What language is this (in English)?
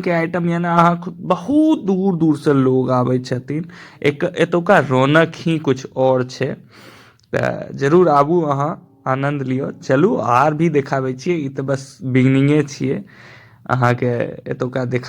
Maithili